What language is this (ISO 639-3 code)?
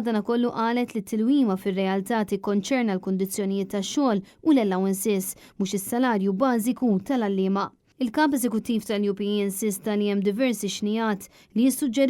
mlt